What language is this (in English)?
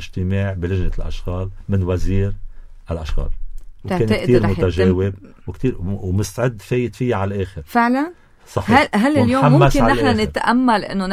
North Levantine Arabic